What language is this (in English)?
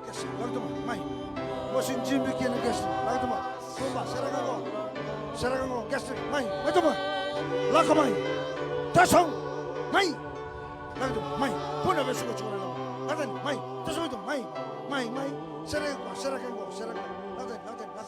Fijian